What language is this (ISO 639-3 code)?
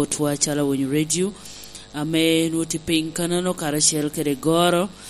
laj